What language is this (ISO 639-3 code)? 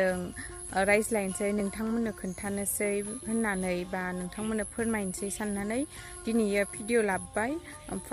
brx